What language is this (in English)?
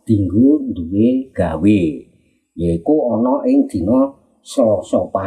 Javanese